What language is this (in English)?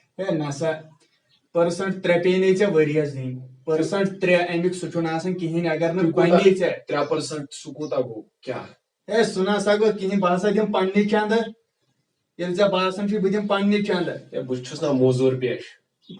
Kashmiri